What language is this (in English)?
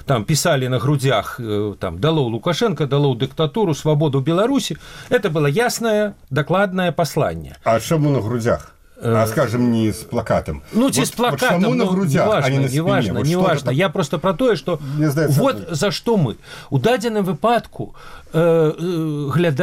Belarusian